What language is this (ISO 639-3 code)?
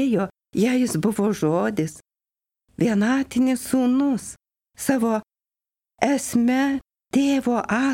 lit